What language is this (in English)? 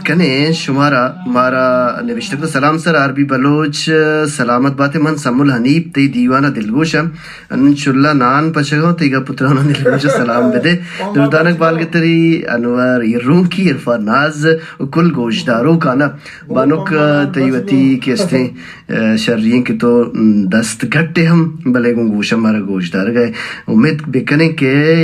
Baluchi